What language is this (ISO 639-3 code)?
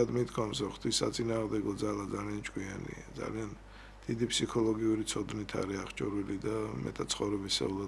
kat